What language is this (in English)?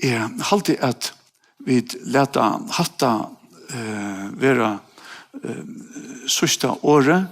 Faroese